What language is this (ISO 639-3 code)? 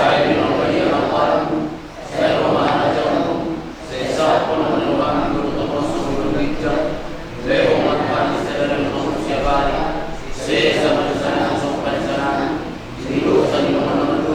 bbc